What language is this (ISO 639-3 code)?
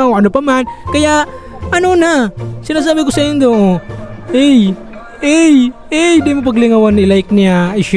bik